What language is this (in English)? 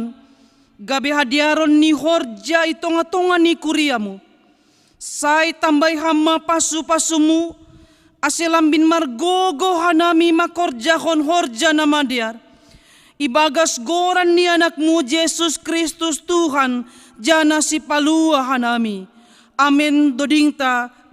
Batak Simalungun